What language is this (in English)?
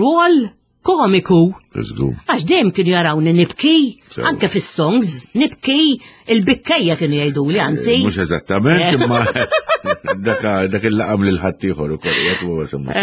Maltese